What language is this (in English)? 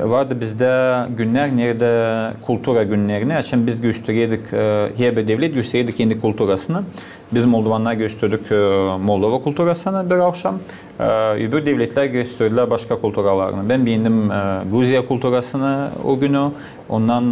Gagauz